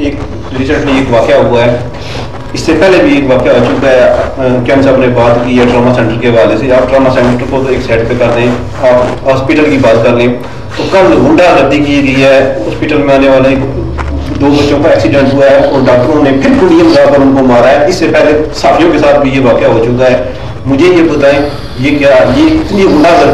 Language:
Urdu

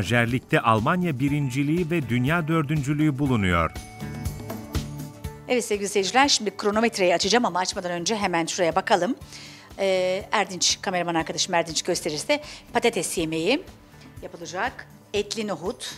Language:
Turkish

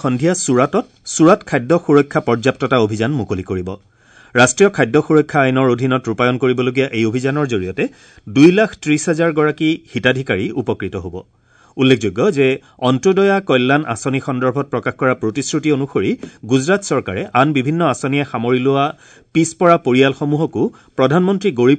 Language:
Assamese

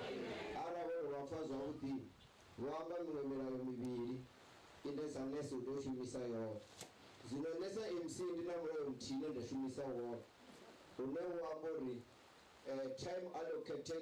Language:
Venda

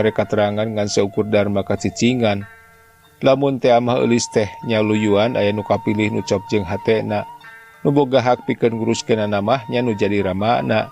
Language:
Sundanese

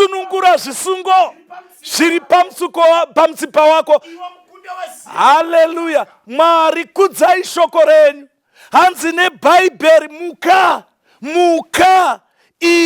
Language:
Shona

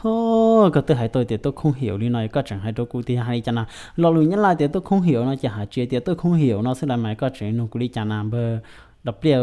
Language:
Hmong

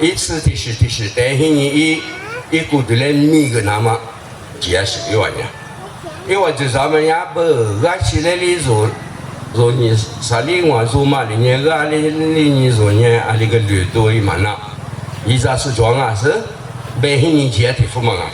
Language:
Lisu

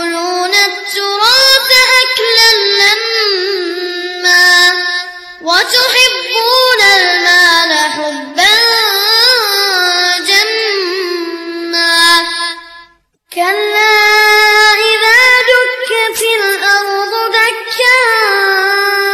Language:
Arabic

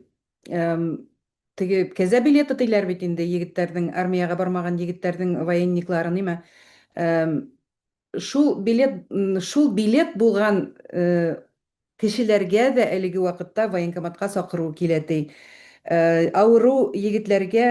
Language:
Bashkir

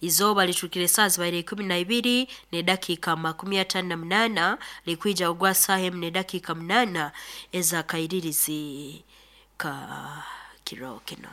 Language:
Nyoro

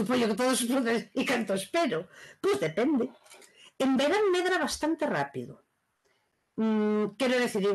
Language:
Galician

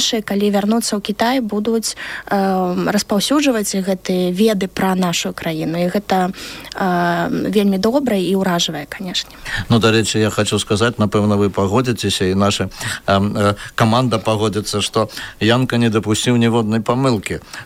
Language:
Belarusian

